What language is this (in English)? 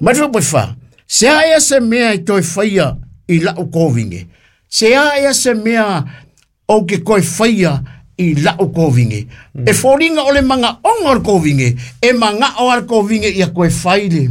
Samoan